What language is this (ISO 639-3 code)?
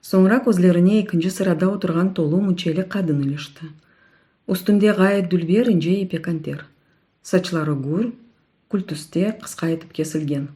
crh